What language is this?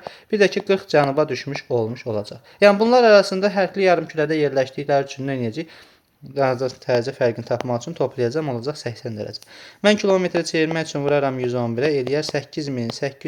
Azerbaijani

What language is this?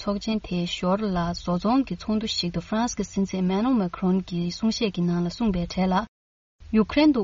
Tibetan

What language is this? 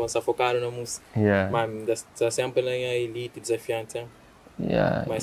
Kabuverdianu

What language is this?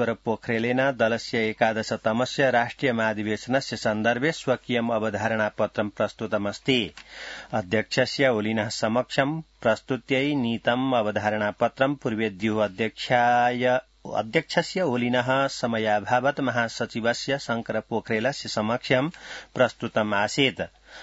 Sanskrit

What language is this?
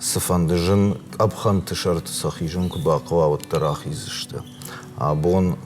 Ossetic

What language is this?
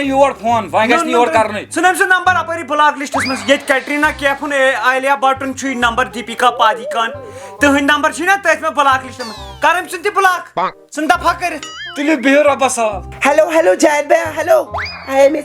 Kashmiri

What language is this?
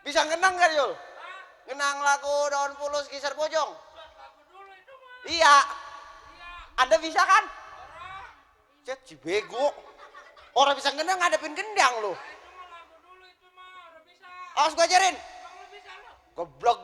Betawi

